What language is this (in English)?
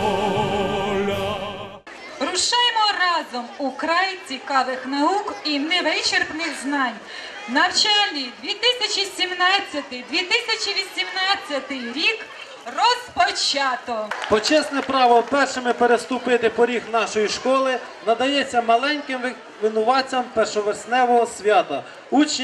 Ukrainian